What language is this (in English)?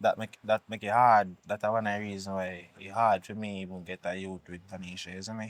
Jamaican Creole English